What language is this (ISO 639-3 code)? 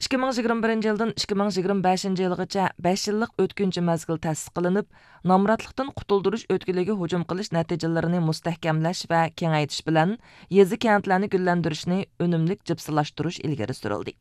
uig